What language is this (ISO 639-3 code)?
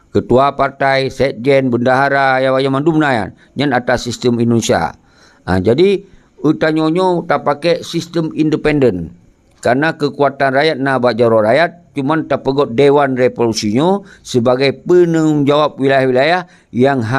ace